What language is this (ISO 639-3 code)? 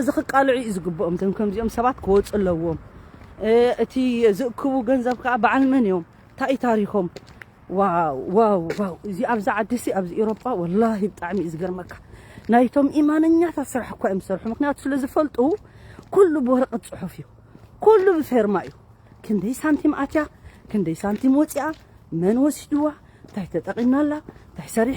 tir